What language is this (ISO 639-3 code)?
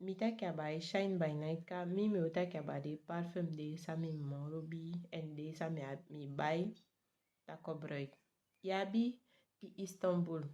srm